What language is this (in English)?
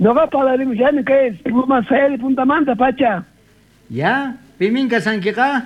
South Bolivian Quechua